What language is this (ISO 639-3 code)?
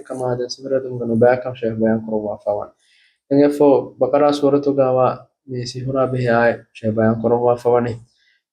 div